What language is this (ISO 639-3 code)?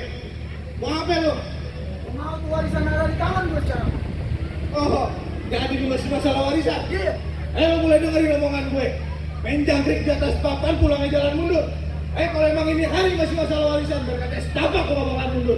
bew